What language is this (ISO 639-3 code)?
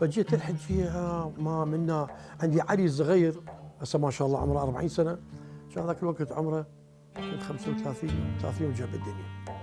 acm